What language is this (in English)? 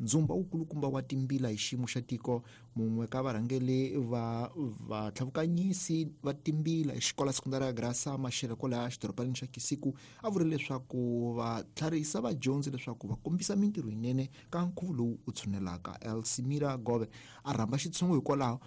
Tsonga